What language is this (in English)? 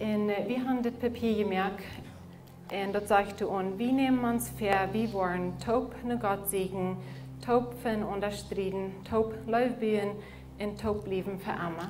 Plautdietsch